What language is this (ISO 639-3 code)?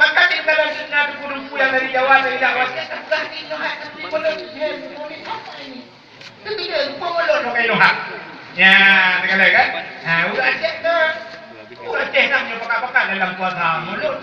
ace